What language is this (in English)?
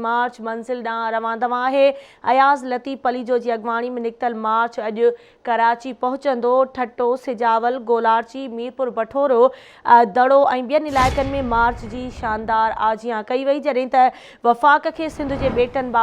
Sindhi